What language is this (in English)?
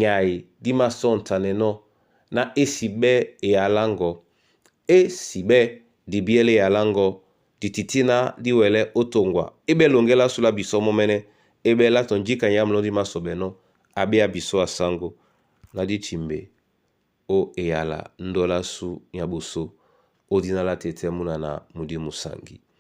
Duala